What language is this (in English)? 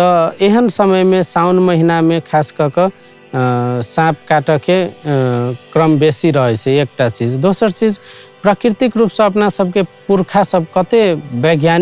Maithili